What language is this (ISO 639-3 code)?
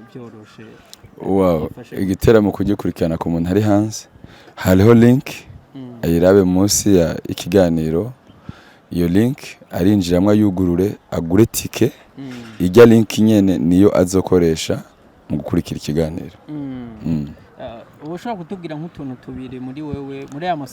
run